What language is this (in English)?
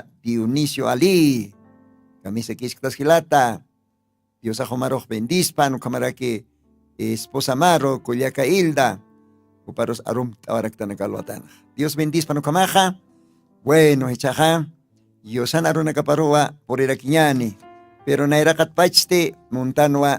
Aymara